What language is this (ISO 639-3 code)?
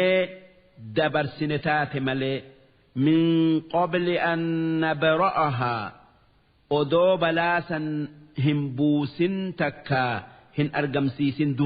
orm